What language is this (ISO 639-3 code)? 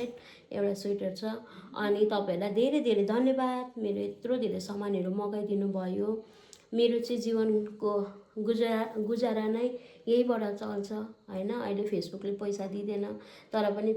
nep